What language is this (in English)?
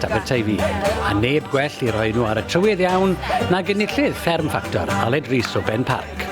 Welsh